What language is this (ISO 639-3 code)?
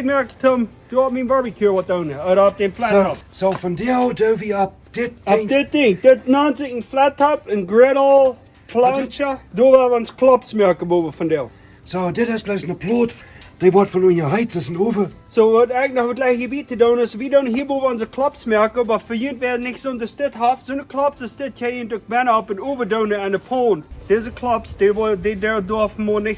pdt